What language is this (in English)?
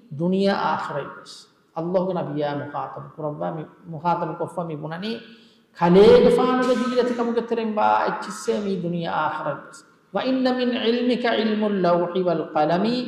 Divehi